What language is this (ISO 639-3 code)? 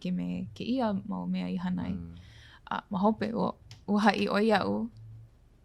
haw